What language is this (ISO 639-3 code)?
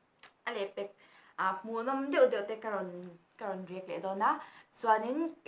lus